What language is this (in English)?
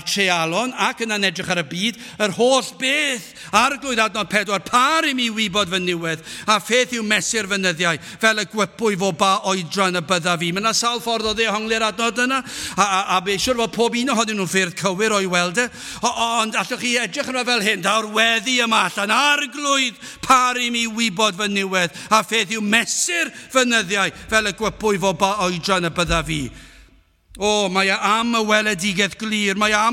Welsh